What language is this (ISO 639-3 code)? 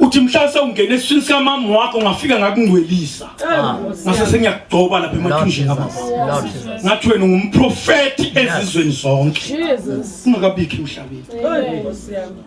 zul